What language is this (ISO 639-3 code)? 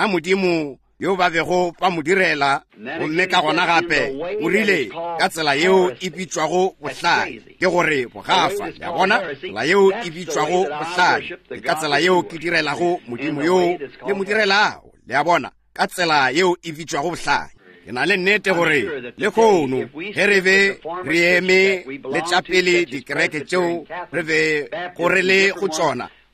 nso